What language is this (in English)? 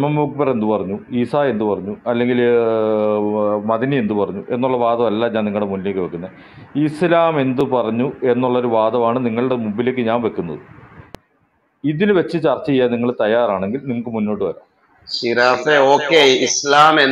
Malayalam